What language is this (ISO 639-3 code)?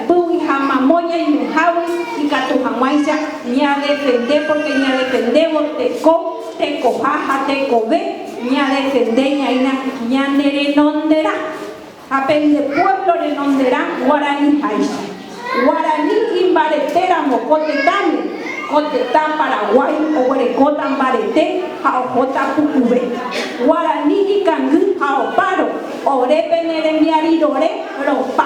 grn